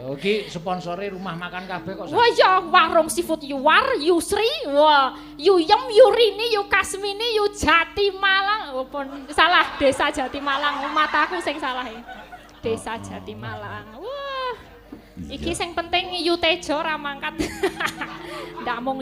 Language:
Javanese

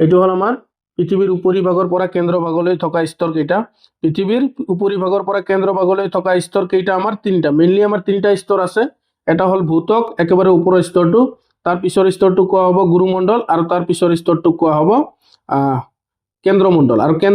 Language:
Assamese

